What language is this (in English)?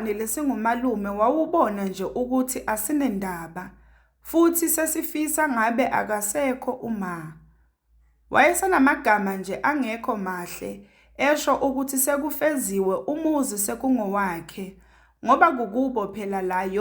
Zulu